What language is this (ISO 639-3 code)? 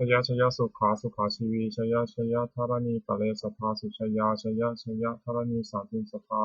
pli